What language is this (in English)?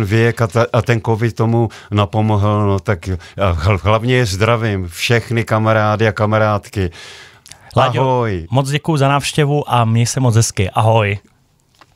Czech